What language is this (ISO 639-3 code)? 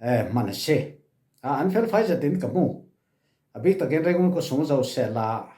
cfm